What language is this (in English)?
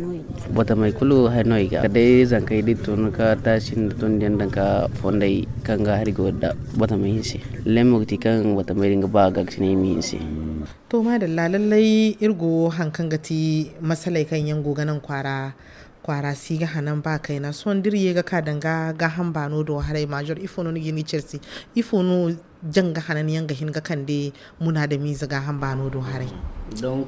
Zarma